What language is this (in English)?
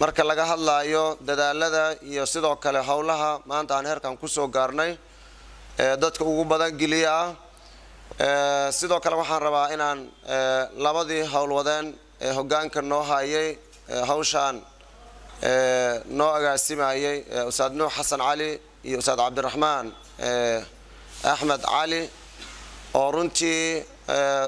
Somali